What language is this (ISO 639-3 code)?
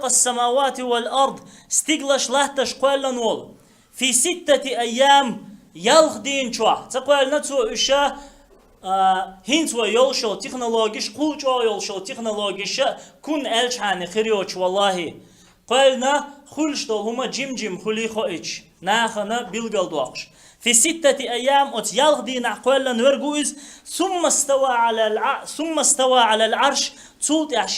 che